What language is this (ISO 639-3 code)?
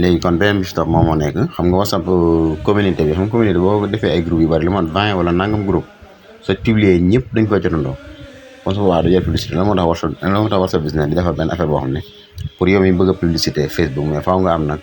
wol